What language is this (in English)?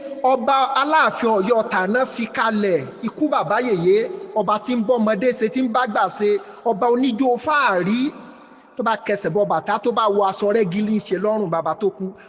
Yoruba